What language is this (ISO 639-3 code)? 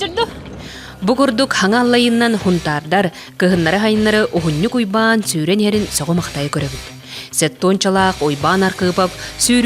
sah